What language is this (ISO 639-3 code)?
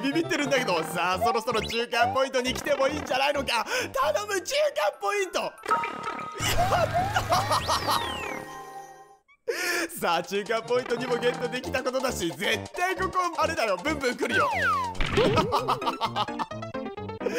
jpn